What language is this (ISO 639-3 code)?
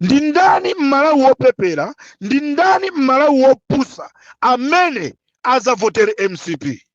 nya